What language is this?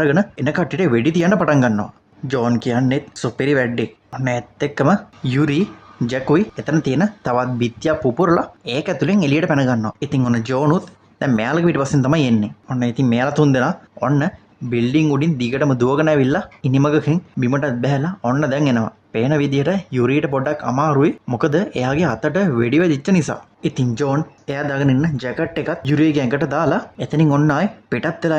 Sinhala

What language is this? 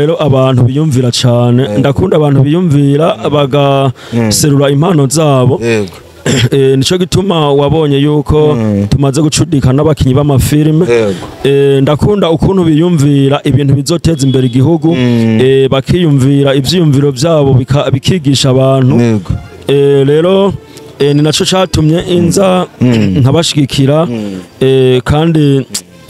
Rundi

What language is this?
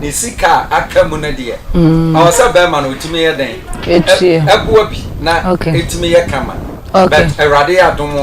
Akan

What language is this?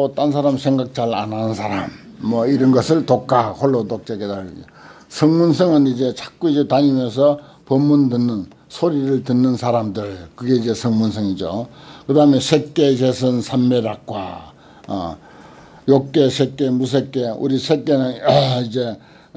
Korean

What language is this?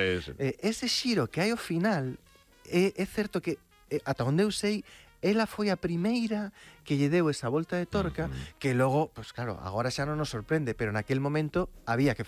Galician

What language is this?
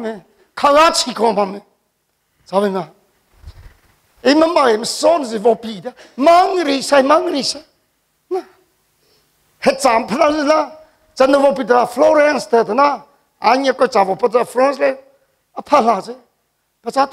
Vietnamese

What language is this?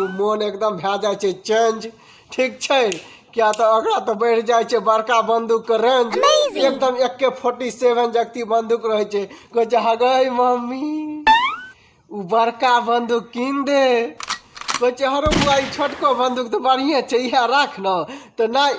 Maithili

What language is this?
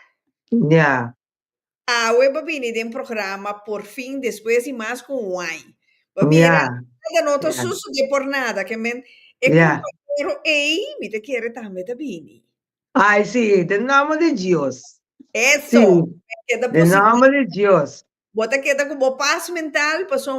Papiamento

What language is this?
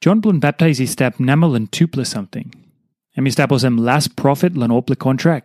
Tok Pisin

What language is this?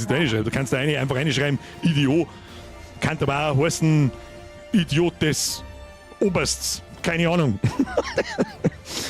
Bavarian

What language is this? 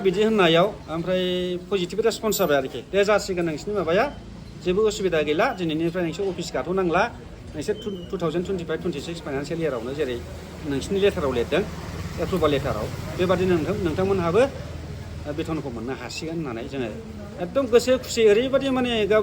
Bodo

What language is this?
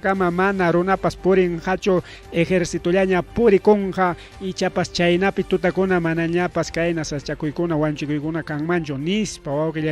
Ayacucho Quechua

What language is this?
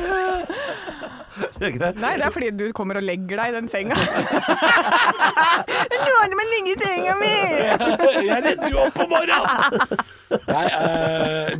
Norwegian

